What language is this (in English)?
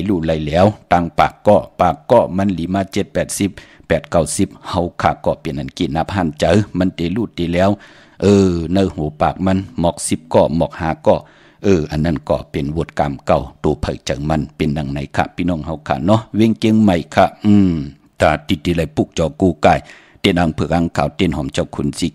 Shan